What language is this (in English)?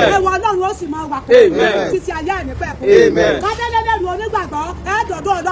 Yoruba